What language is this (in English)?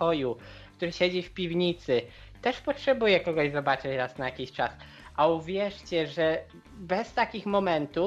Polish